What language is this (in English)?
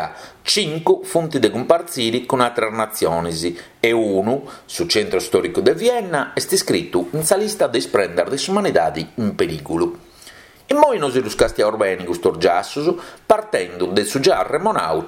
Sardinian